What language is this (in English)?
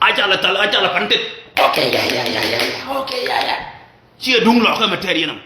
Nuer